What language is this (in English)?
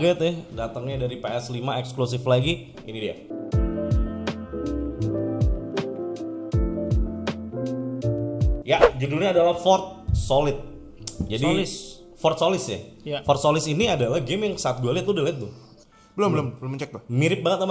Indonesian